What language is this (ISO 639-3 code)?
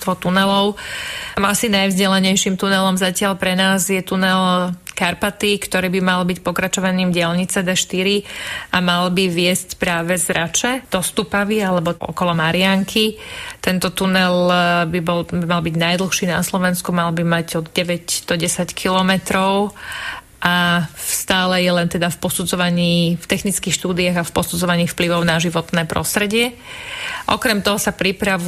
slk